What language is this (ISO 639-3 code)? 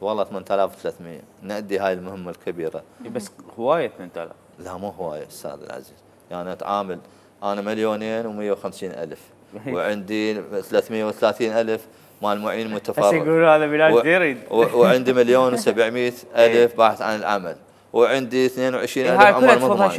acm